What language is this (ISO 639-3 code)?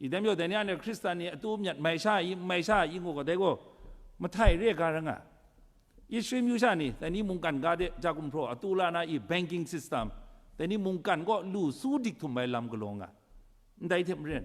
kac